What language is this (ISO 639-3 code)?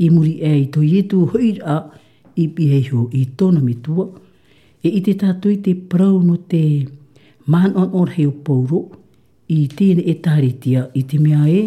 tah